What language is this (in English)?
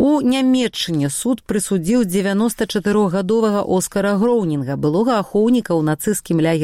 Belarusian